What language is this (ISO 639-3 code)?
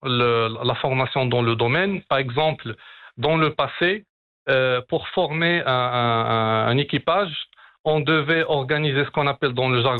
fra